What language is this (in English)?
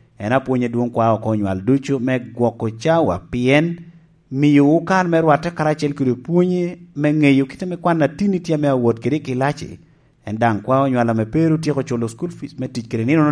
Lango (Uganda)